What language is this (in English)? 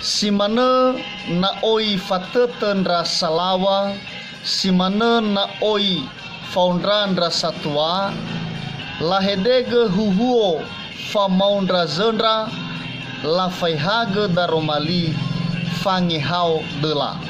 Nias